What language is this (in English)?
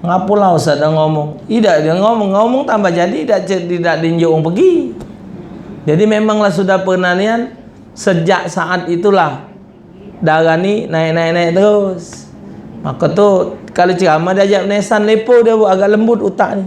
Musi